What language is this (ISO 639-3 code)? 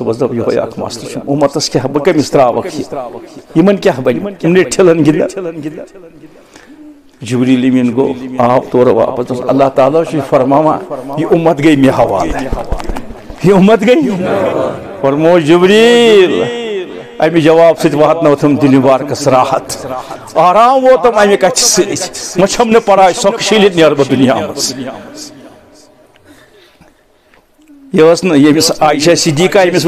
kas